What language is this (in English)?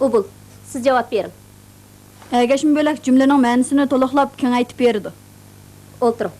Uyghur